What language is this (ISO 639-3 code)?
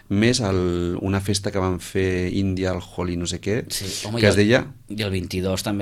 cat